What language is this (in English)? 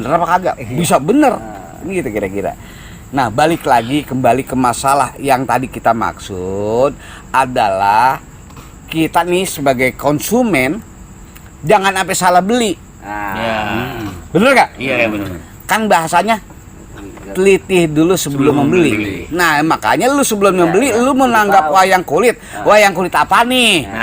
Betawi